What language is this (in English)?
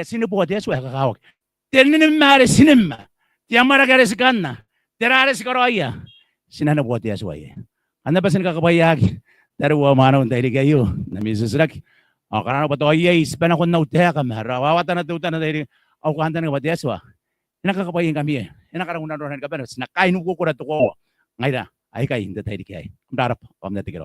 Gilbertese